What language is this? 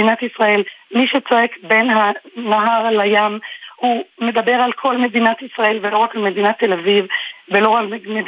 Hebrew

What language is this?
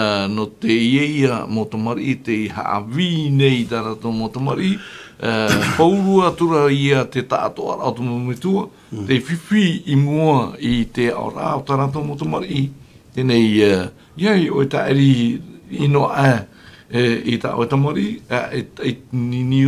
Tahitian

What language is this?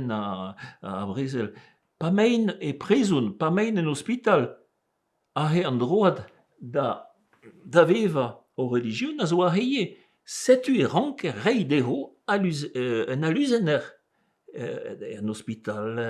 Breton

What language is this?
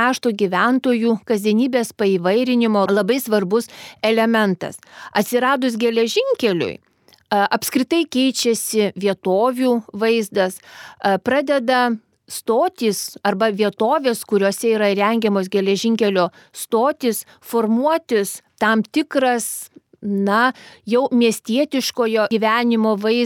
Lithuanian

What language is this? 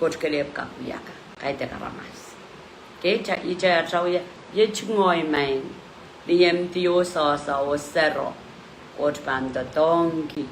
Pohnpeian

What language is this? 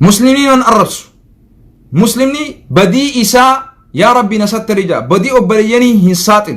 Oromo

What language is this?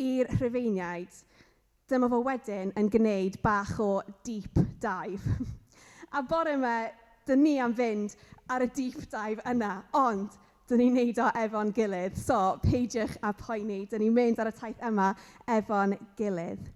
Welsh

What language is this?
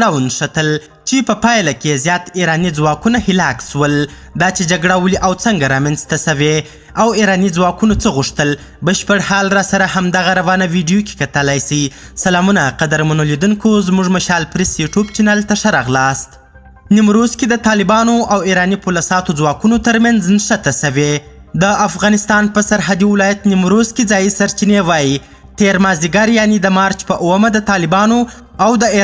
Pashto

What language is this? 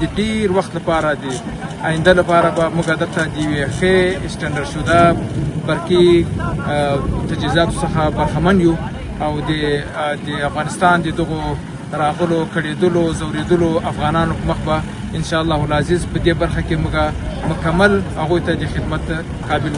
Pashto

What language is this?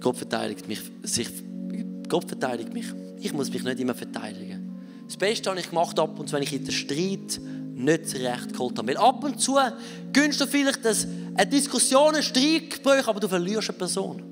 Swiss German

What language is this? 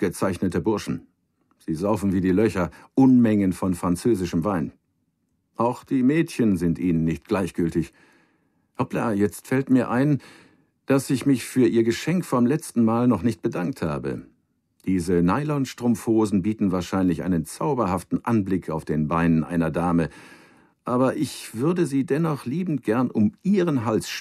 Bavarian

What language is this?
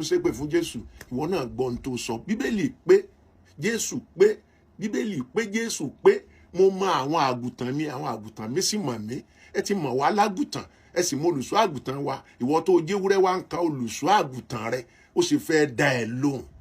Yoruba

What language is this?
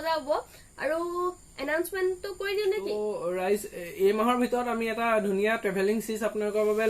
Assamese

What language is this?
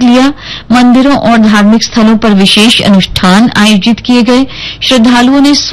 Hindi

